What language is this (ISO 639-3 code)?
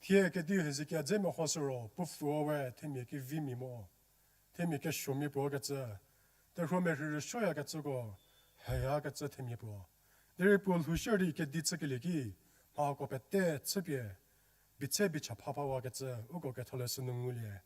njm